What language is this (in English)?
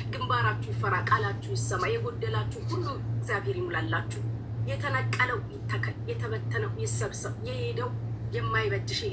Amharic